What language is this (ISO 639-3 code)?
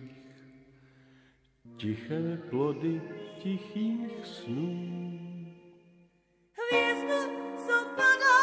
ces